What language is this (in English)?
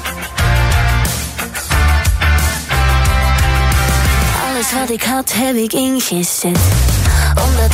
Dutch